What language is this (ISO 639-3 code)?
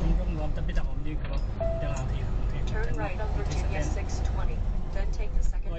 ctd